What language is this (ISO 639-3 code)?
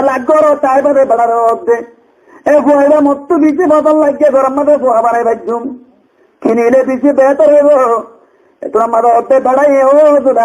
rhg